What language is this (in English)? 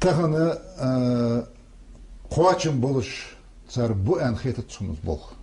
Ingush